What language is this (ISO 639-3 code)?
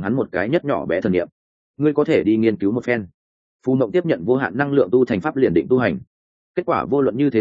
vie